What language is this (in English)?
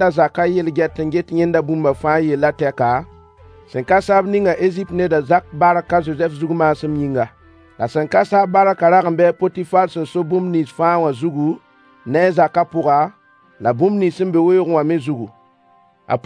Mossi